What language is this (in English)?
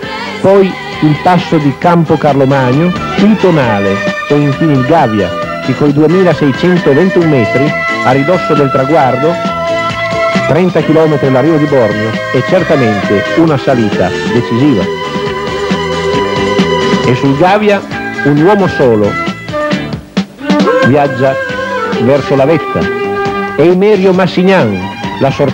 Italian